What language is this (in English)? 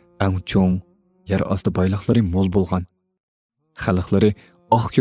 Uyghur